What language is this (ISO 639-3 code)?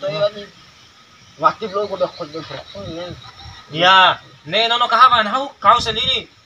bhp